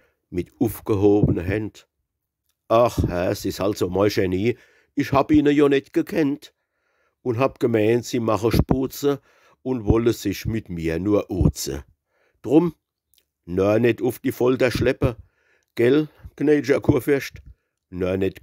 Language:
Palatine German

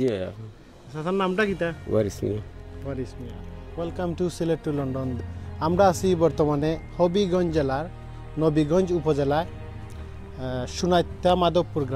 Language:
Sylheti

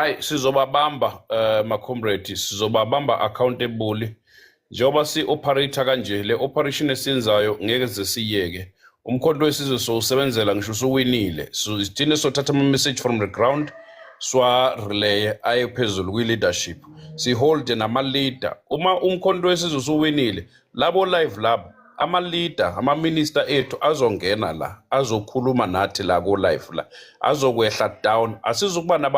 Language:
Zulu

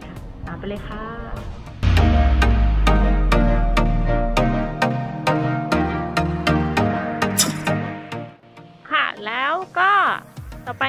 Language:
Thai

